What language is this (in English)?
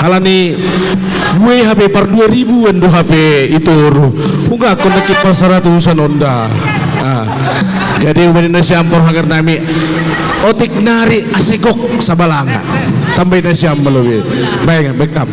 Batak Simalungun